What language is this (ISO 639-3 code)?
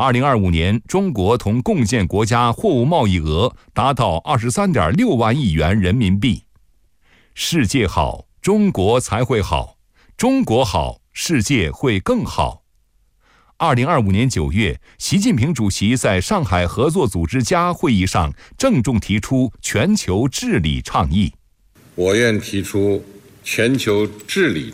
zho